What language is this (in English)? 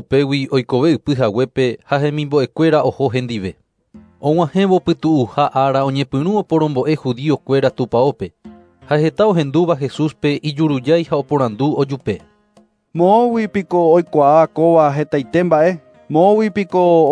Guarani